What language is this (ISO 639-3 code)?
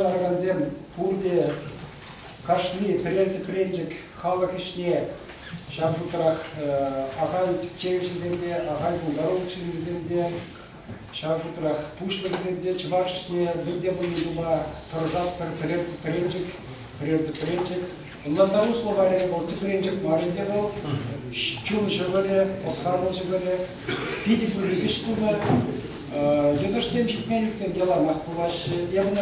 chv